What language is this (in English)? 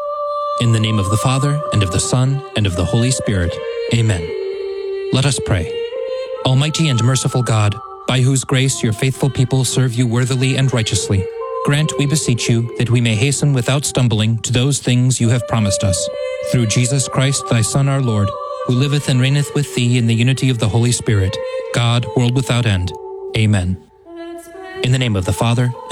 English